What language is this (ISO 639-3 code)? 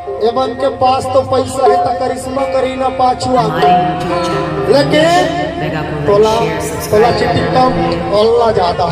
hne